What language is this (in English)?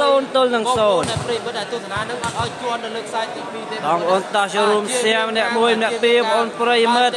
Khmer